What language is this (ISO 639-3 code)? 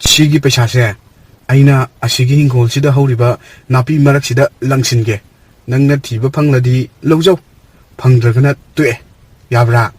mni